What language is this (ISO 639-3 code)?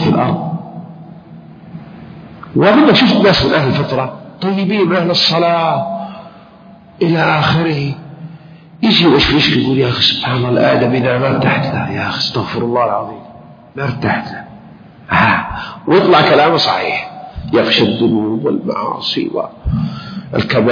ara